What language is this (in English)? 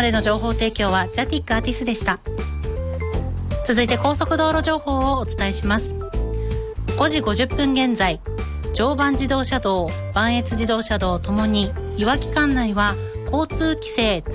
Japanese